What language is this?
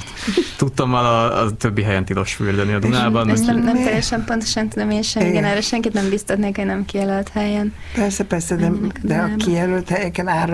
Hungarian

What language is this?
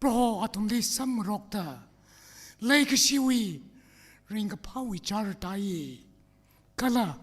Tangkhul Naga (India)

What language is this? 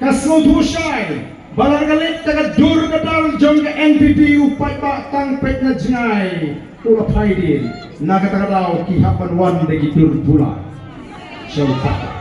Khasi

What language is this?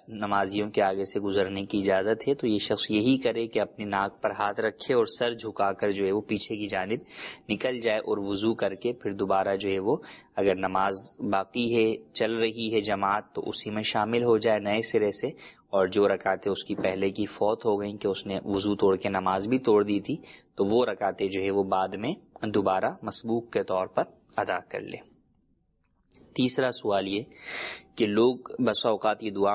Urdu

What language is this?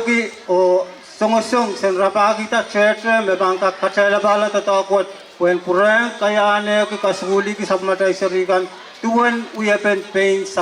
Pohnpeian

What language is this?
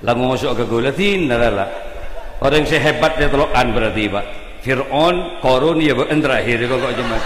Madurese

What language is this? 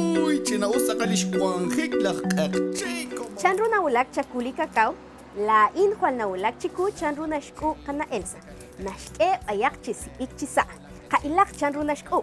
Kekchí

